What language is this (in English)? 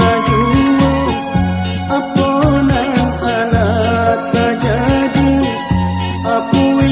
Minangkabau